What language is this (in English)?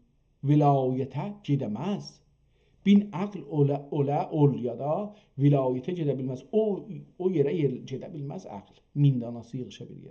South Azerbaijani